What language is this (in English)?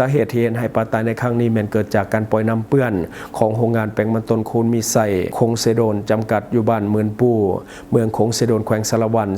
Lao